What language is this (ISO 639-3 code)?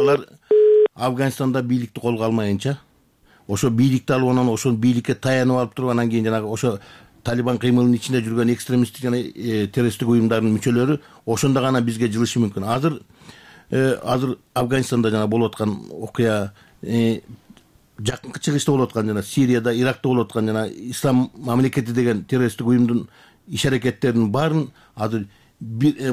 kir